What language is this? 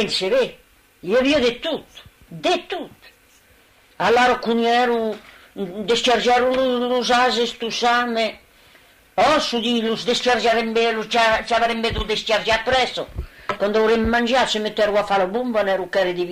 Occitan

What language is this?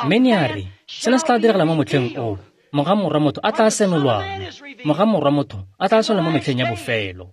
Tswana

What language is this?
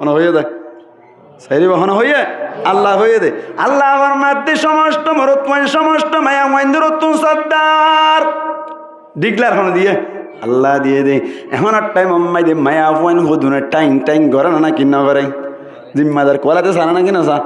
Rohingya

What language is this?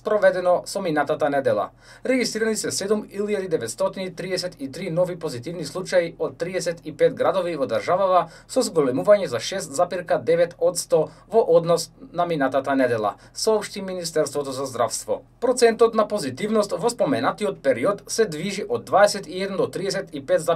Macedonian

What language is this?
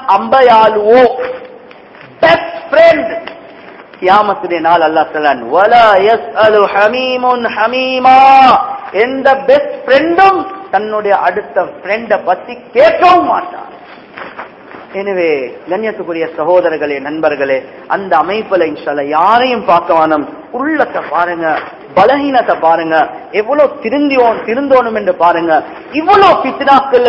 Tamil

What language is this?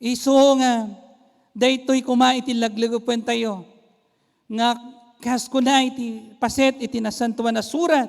Iloko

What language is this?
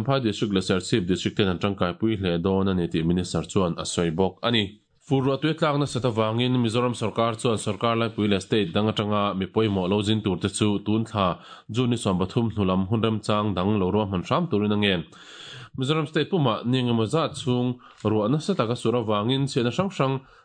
Mizo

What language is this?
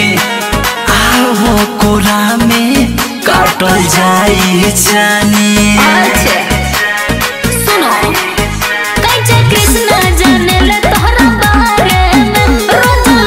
Bhojpuri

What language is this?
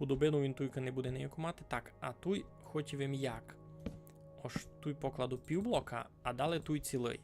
Rusyn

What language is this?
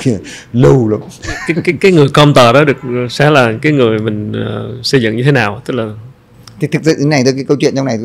Vietnamese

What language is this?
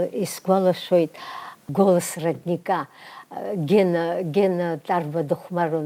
Abkhazian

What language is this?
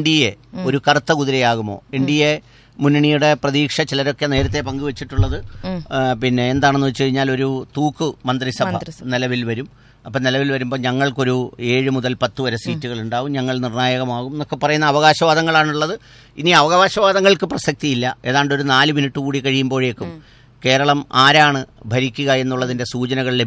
Malayalam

